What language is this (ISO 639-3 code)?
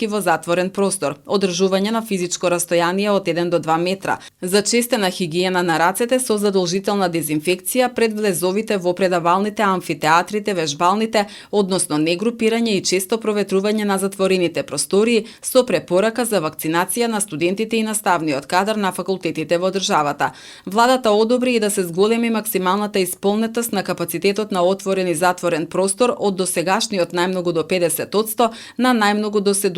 mkd